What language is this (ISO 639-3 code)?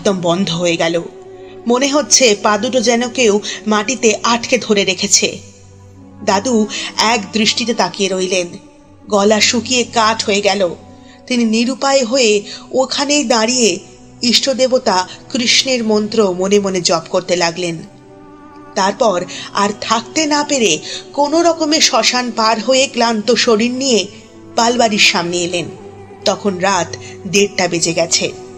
ben